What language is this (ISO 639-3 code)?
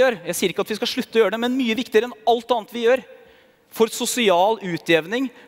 nor